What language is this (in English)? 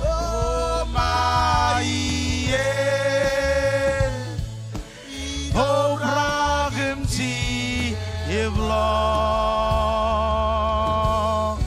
Marshallese